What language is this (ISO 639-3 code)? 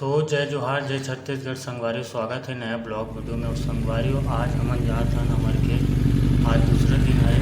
hne